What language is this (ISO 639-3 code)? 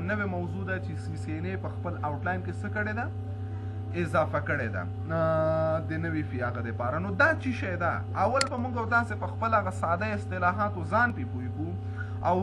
pus